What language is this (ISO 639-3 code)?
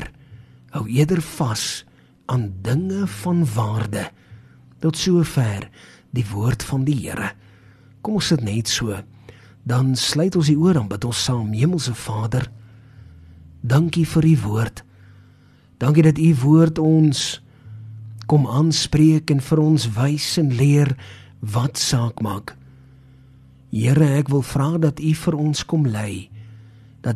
afr